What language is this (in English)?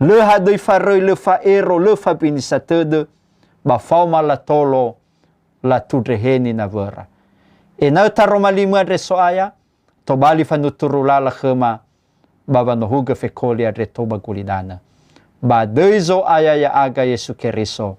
Nias